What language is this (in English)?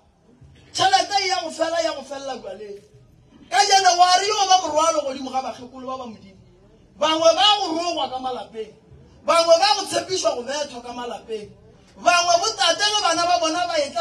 Northern Sotho